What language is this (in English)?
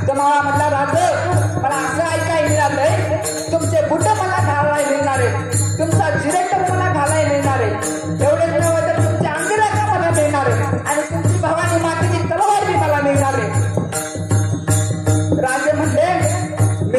Marathi